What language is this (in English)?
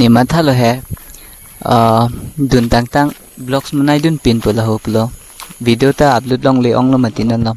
Karbi